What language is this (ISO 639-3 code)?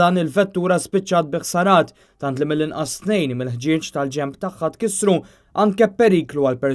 mlt